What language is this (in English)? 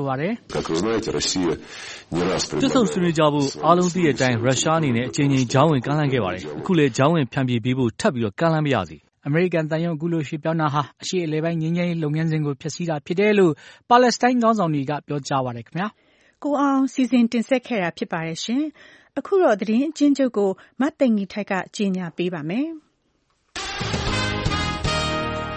Burmese